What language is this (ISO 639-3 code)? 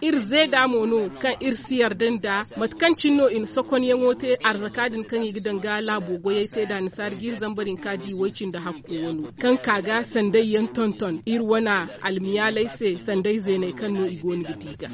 dje